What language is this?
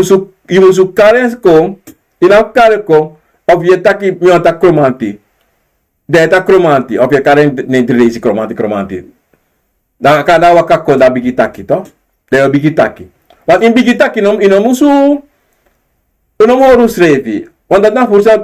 Sranan Tongo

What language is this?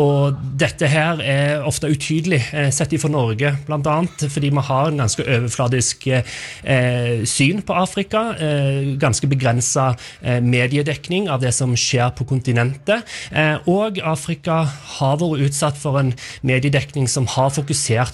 Norwegian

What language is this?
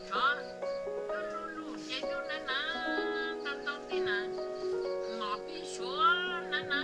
Hmong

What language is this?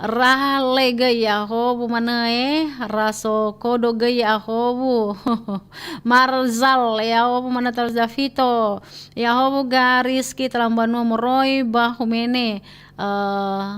Nias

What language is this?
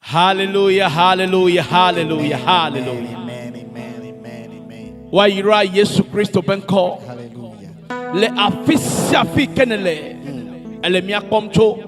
Ewe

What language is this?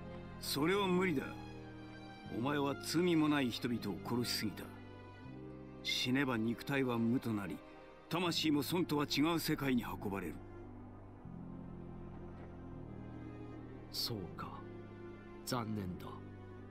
Japanese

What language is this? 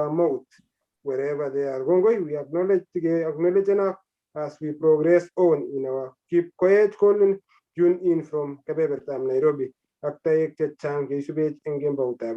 Kalenjin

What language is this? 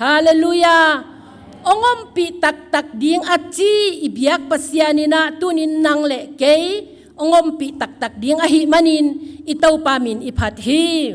Tedim Chin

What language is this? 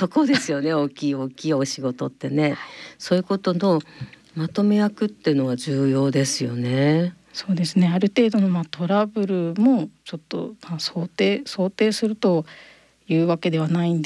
Japanese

